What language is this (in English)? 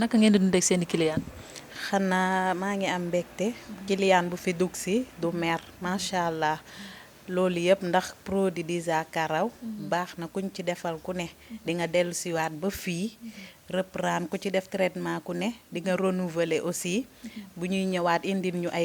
Wolof